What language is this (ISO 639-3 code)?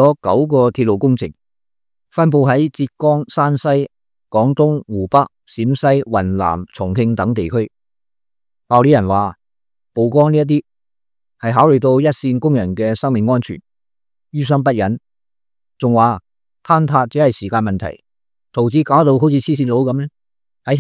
yue